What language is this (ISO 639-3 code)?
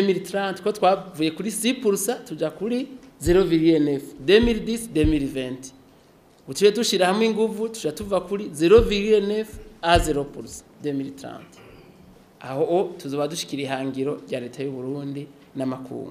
run